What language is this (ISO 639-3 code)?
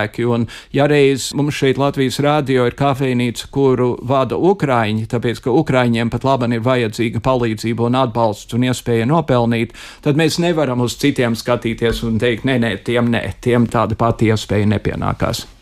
lav